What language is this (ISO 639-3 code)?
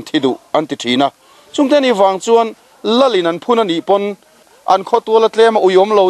lus